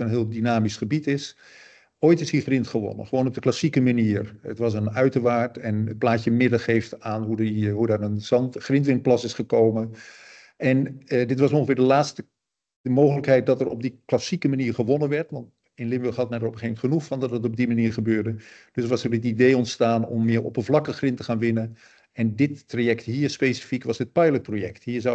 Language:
Dutch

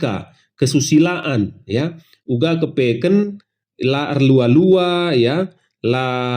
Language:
Batak Karo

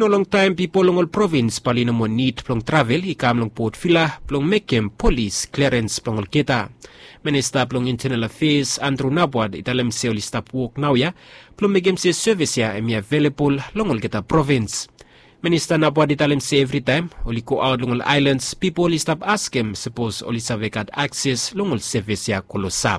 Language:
Bislama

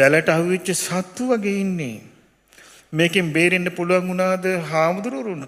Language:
Sinhala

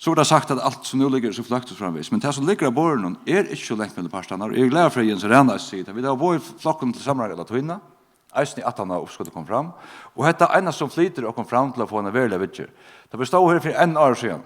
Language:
Faroese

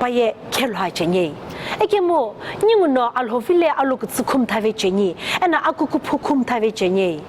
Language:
Sumi Naga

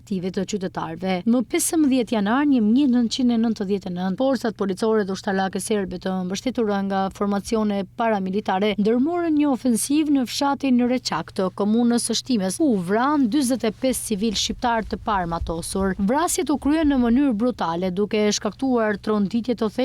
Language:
Albanian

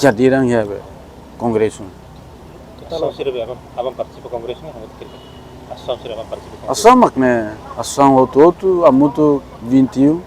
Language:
Tetum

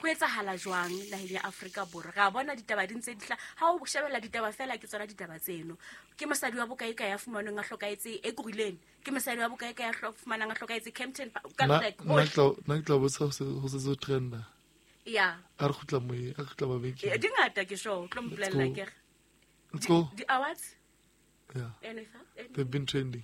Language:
Southern Sotho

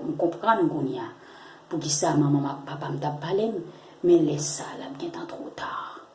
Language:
Haitian Creole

